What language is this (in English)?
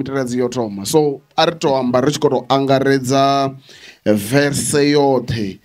Venda